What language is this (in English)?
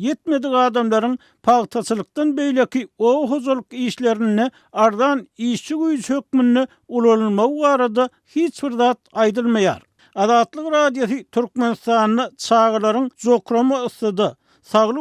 Turkmen